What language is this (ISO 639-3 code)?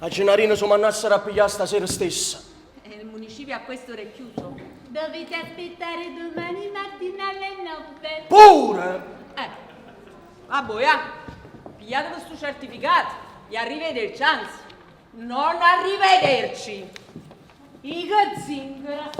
nap